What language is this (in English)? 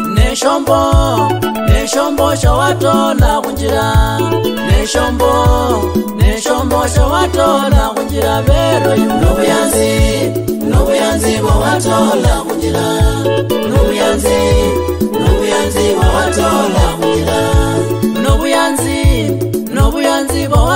Luyia